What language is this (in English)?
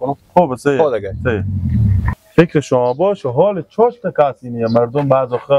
Persian